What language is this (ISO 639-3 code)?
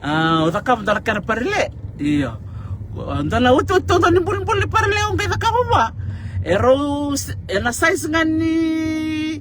fij